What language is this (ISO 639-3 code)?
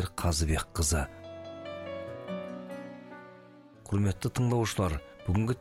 kaz